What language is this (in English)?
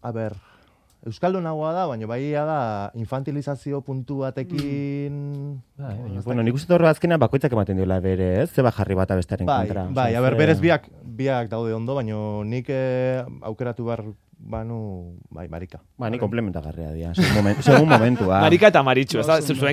Basque